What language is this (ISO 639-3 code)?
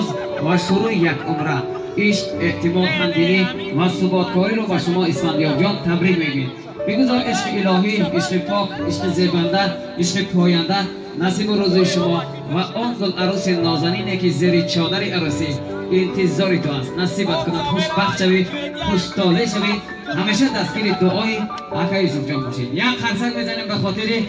tgk